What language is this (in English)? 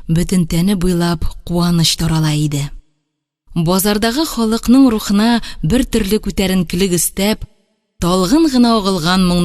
Tatar